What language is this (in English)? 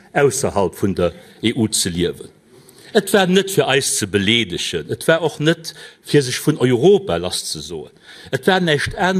Luxembourgish